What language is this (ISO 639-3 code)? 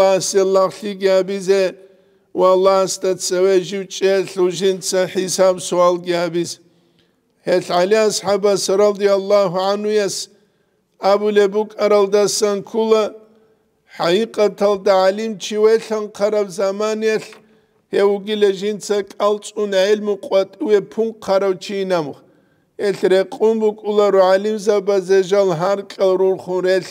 ava